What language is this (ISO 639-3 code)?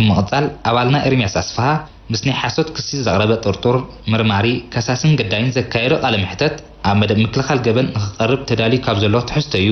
tir